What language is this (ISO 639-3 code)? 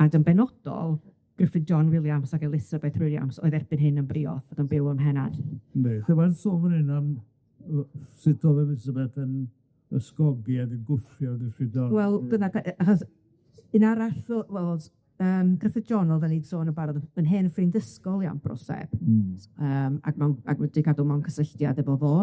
cym